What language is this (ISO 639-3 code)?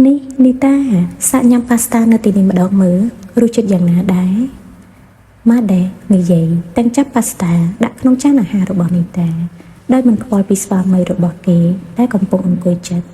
khm